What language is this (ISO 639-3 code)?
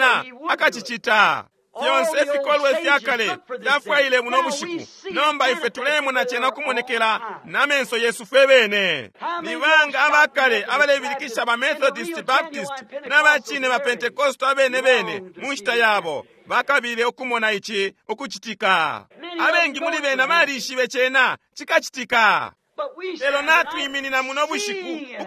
bem